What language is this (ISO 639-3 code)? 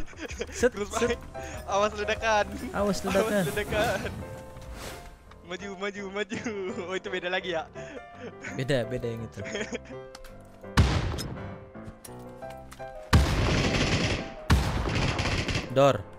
ind